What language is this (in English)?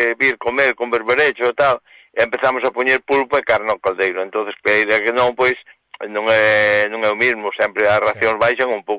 Galician